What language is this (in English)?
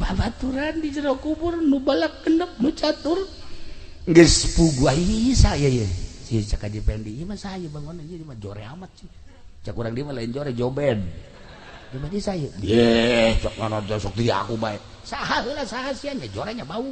Sundanese